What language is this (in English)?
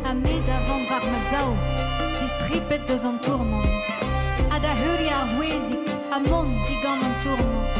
Breton